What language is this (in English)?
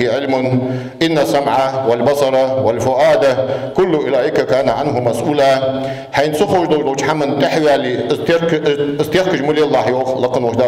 Ingush